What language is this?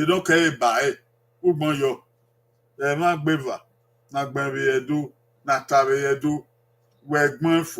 Bini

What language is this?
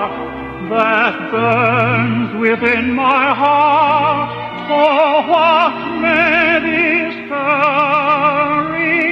Hawaiian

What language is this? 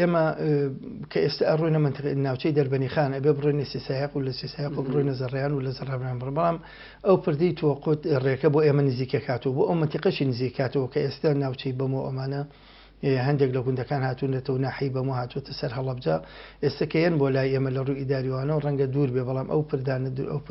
Central Kurdish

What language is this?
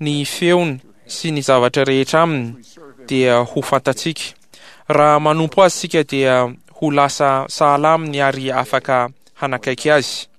Malagasy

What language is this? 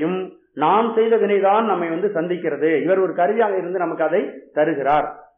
Tamil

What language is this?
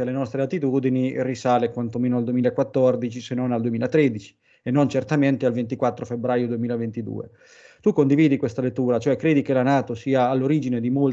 Italian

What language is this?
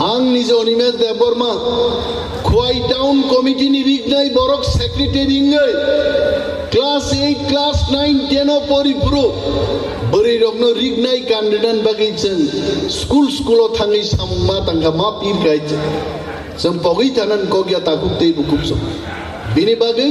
Kok Borok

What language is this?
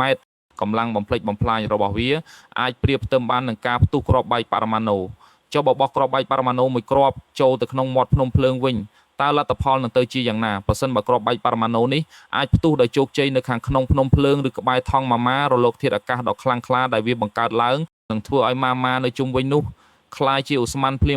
Khmer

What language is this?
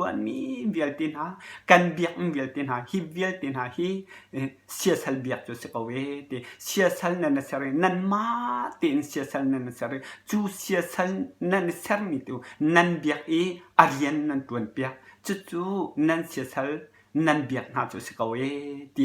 Hakha Chin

